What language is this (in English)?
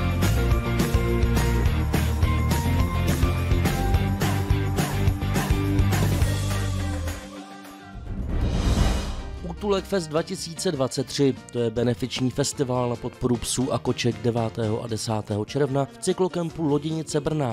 Czech